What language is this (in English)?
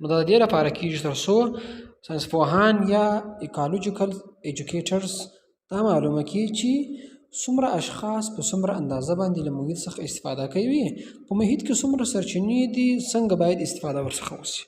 Pashto